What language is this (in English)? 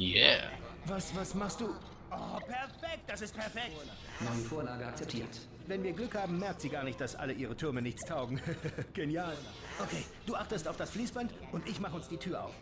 Swiss German